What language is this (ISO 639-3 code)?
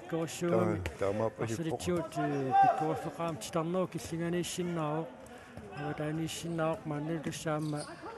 kal